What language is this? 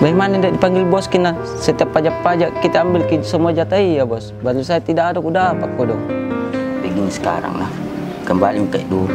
Makassar Malay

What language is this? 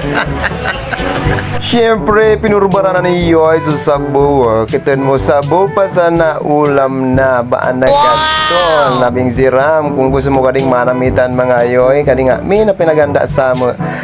Bikol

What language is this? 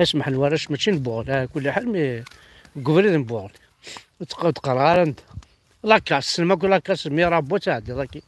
Kabyle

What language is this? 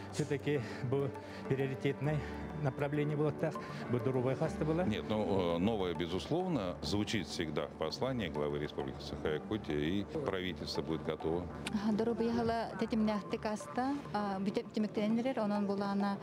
Yakut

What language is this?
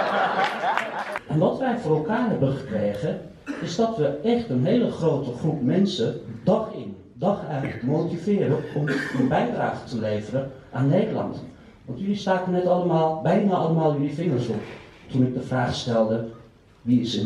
Dutch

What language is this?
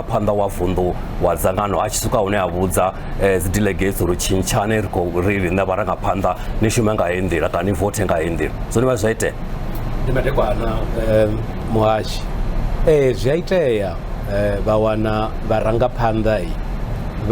Venda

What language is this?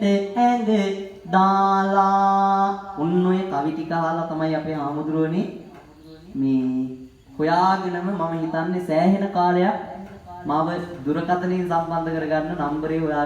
Sinhala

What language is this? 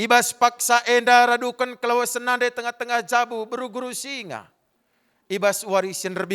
Batak Karo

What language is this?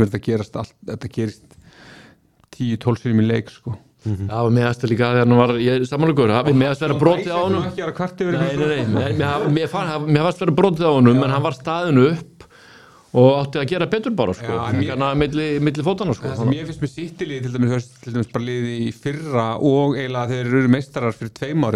Icelandic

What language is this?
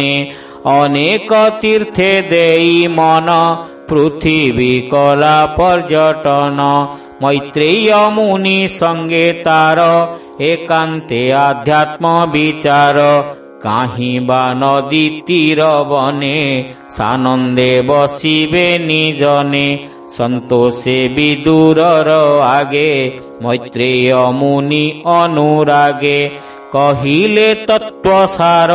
Odia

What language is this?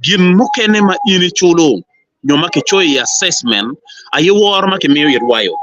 Acoli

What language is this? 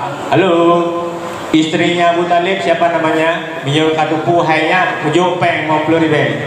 Achinese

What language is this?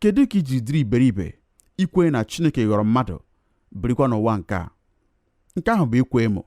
Igbo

